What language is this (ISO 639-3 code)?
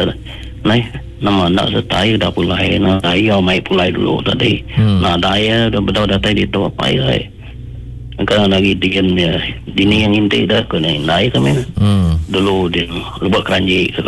iba